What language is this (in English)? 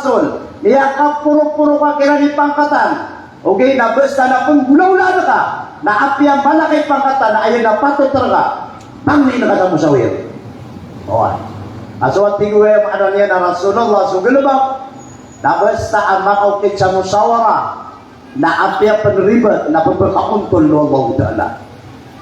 Maranao